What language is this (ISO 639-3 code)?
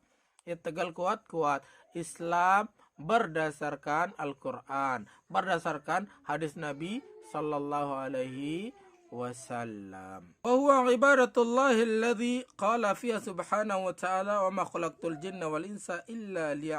sas